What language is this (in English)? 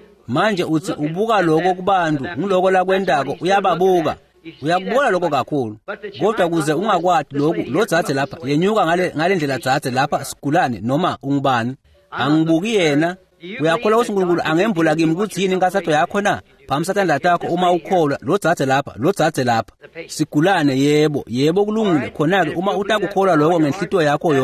Swati